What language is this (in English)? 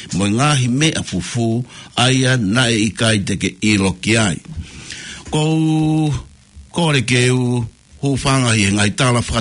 Tongan